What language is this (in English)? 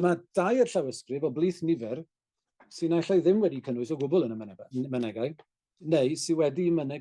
Welsh